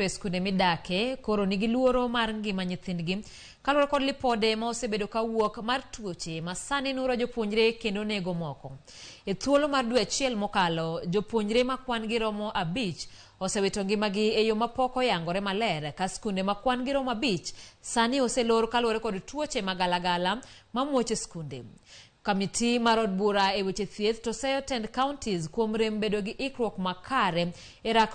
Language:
Luo (Kenya and Tanzania)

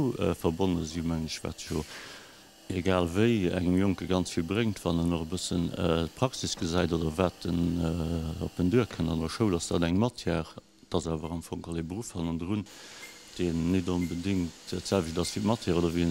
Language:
Luxembourgish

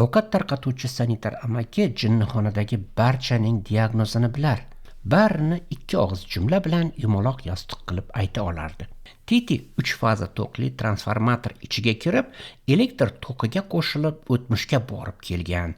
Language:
Uzbek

